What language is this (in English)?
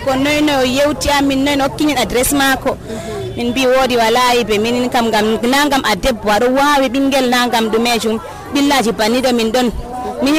Nigerian Fulfulde